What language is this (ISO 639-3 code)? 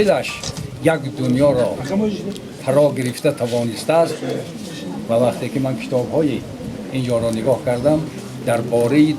tgk